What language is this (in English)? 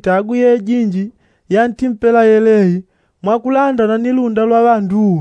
Yao